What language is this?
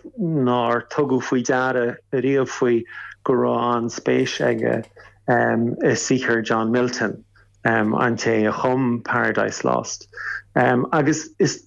Irish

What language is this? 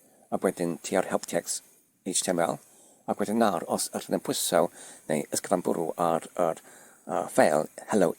Welsh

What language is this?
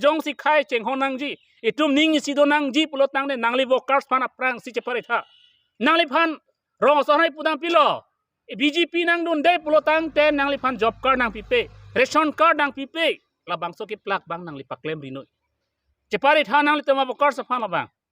Karbi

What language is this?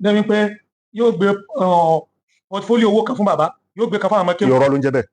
Yoruba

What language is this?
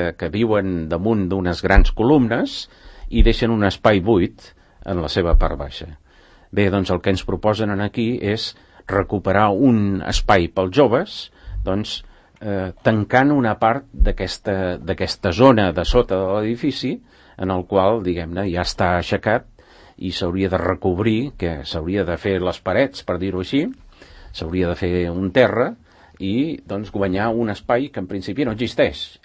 Catalan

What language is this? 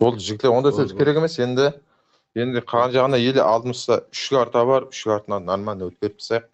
Kara-Kalpak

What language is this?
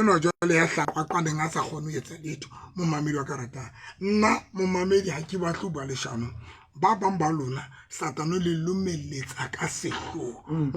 Southern Sotho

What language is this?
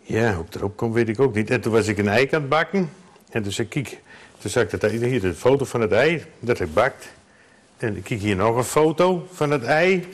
Western Frisian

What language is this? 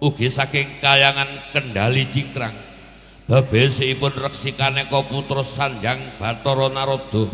Javanese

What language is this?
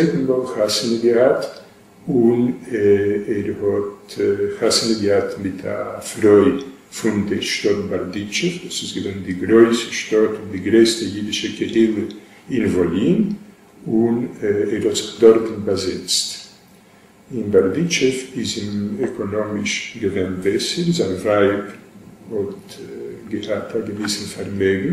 Yiddish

